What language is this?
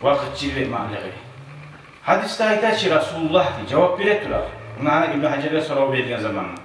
Kumyk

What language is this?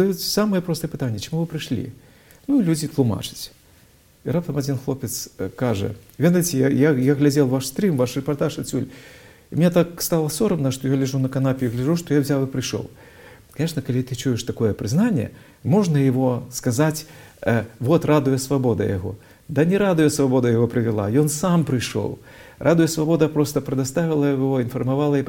Belarusian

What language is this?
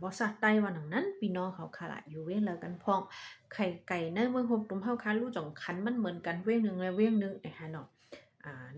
Shan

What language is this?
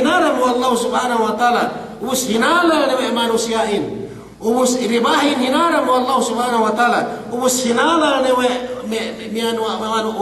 Yakan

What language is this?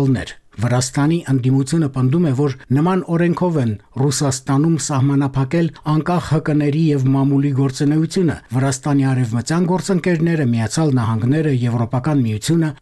Armenian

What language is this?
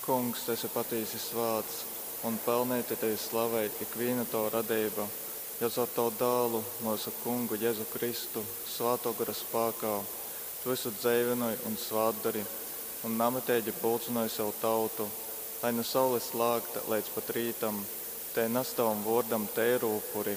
Latgalian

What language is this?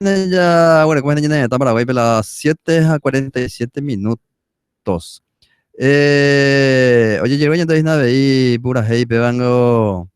Guarani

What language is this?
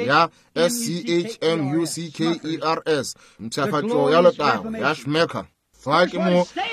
Northern Sotho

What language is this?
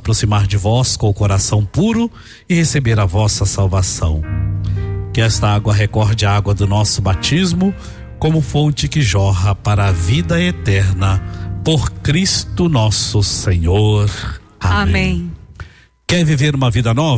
Portuguese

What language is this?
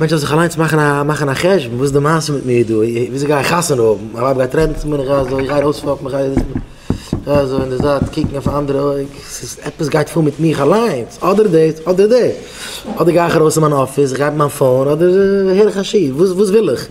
Yiddish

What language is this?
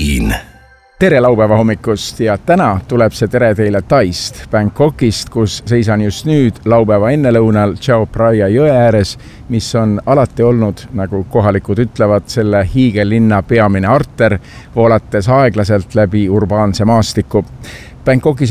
Estonian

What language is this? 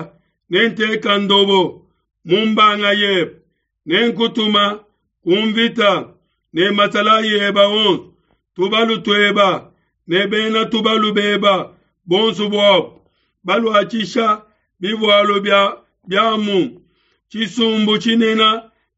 Luba-Lulua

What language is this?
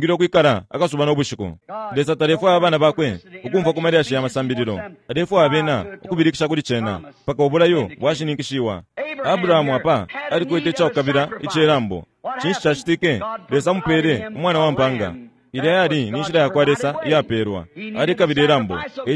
Bemba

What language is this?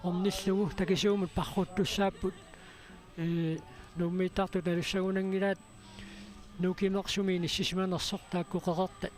Kalaallisut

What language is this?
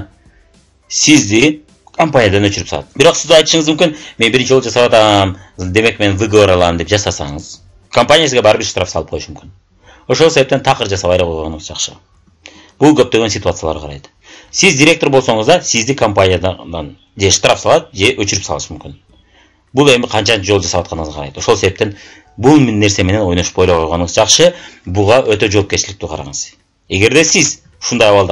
Kyrgyz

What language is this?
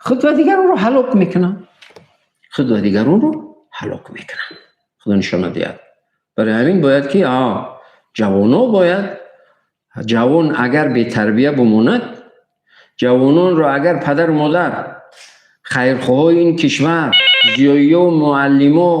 Tajik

